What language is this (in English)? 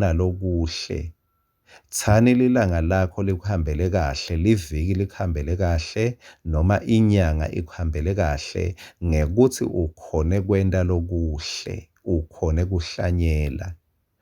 Swati